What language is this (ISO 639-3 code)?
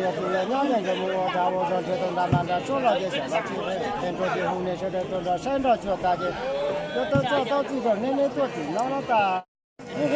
hmn